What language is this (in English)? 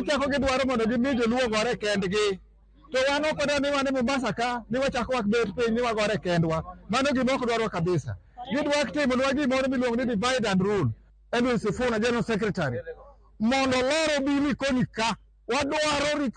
Luo (Kenya and Tanzania)